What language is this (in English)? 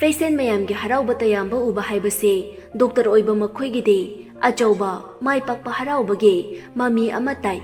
Manipuri